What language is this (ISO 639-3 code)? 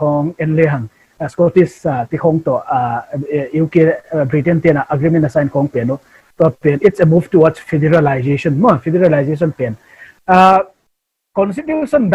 ctd